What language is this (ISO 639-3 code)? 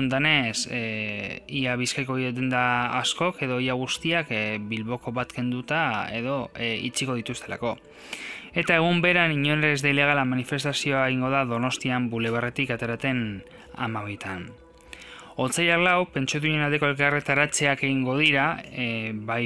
eus